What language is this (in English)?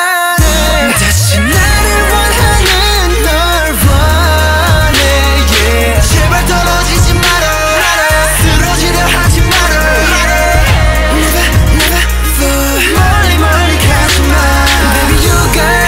Korean